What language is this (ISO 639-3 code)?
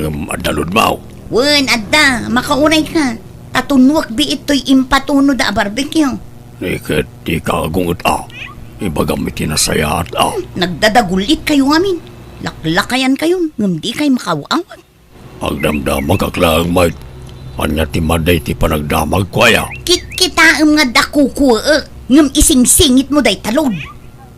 ilo